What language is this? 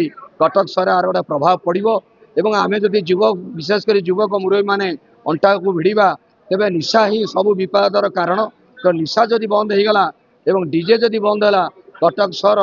Odia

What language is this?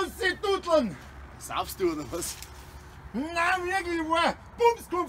Bavarian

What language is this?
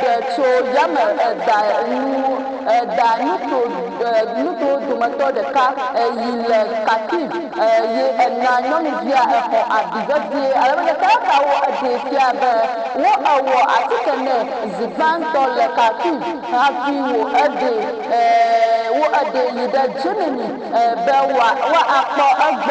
Ewe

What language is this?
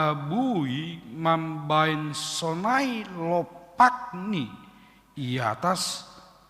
Batak Simalungun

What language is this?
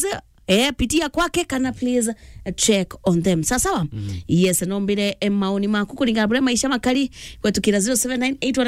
Meru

